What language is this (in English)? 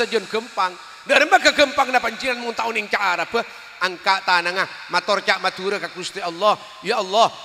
Madurese